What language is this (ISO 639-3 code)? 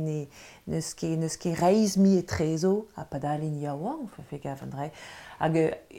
bre